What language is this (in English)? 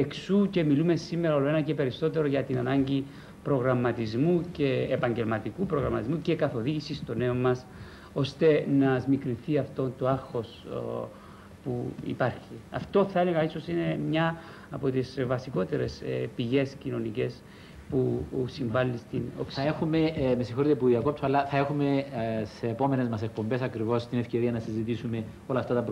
Greek